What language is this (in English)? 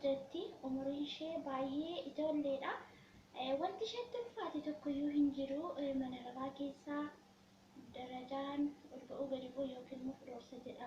Oromo